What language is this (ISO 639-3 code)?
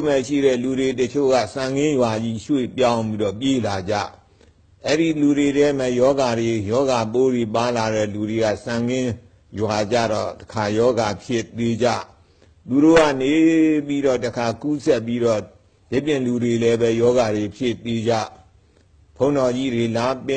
mya